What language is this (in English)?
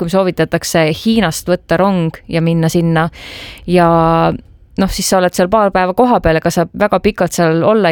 Estonian